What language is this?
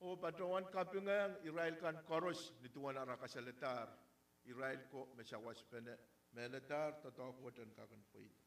Pohnpeian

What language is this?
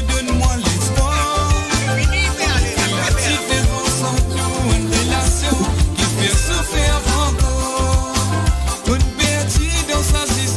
Morisyen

